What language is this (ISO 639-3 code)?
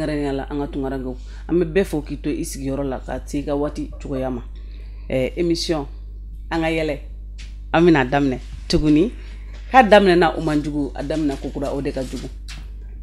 bam